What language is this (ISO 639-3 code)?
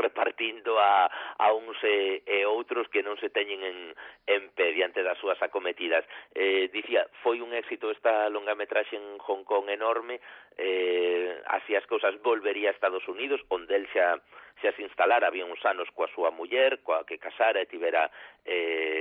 glg